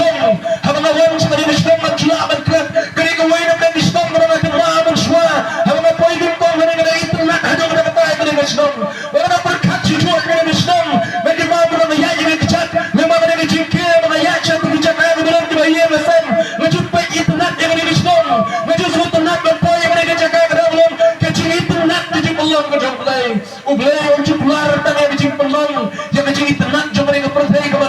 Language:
Khasi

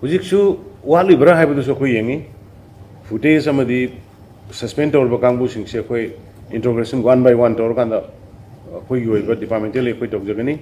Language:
Manipuri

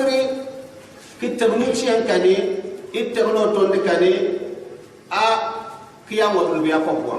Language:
Gourmanchéma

